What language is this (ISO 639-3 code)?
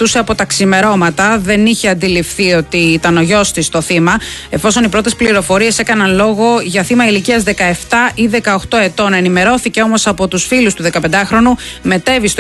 ell